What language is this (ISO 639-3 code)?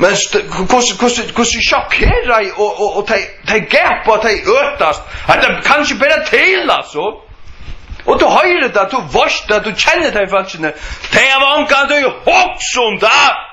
fao